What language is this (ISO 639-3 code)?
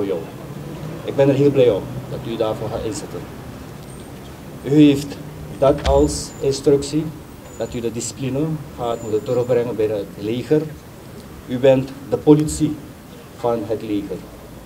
nld